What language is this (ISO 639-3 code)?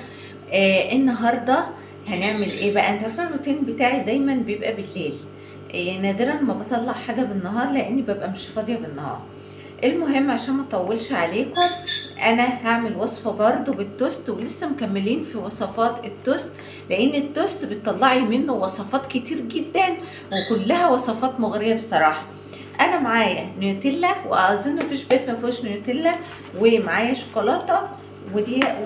arz